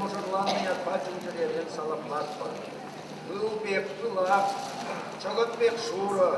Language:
Chuvash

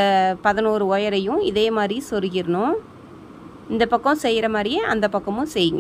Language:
Tamil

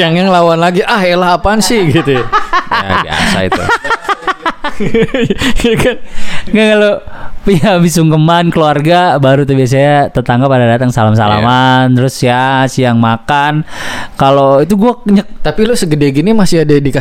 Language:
Indonesian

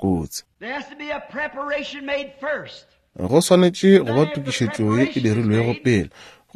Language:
Northern Sotho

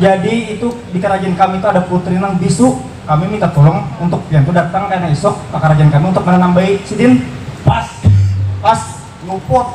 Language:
Banjar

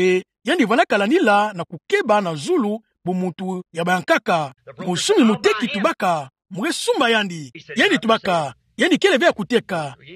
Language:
Kituba (Democratic Republic of Congo)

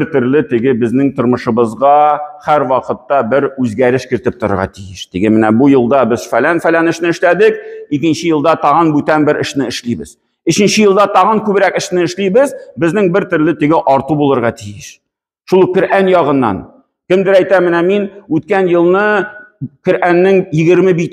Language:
Tatar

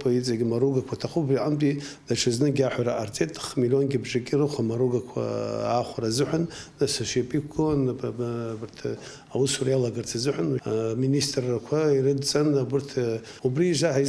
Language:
Abkhazian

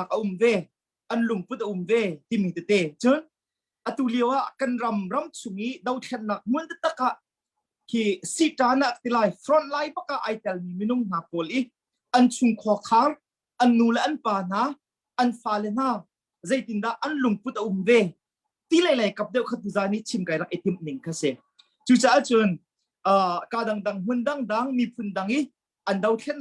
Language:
Hakha Chin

